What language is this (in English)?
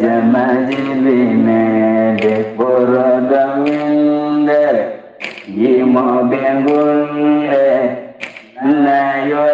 Fula